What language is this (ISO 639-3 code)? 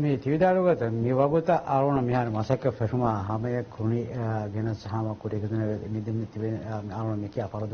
div